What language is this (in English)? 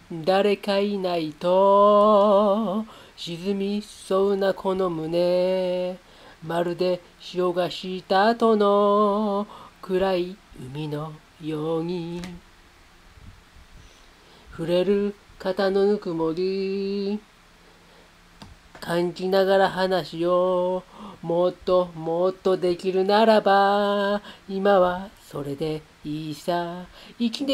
Japanese